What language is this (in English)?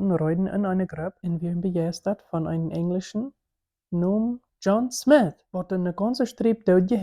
Plautdietsch